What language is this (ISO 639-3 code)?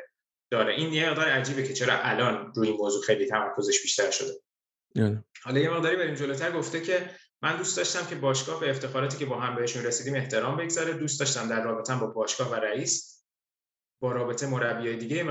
fas